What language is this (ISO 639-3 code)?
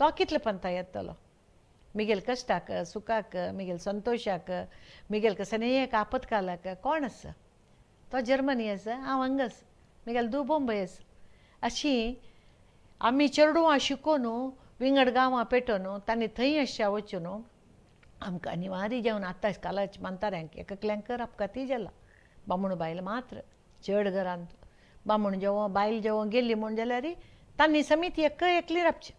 kok